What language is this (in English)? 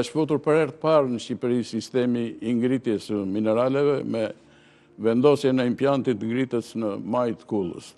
Albanian